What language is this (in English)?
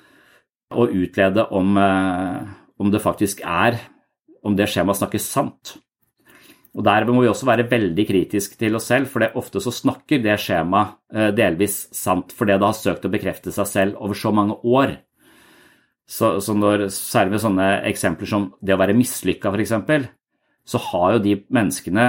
Norwegian